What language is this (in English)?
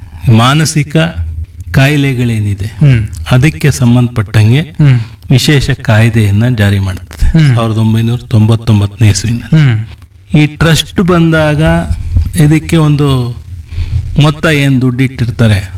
Kannada